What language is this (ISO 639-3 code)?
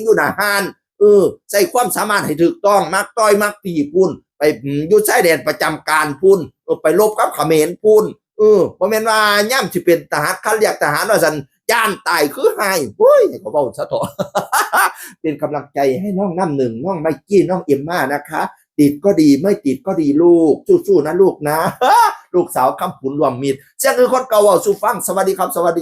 tts